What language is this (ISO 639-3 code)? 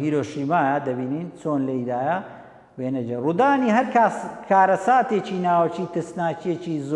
ckb